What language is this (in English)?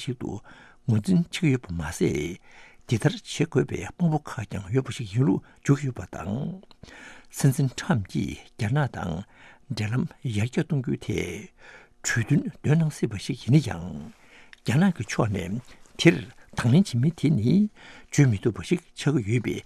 Tibetan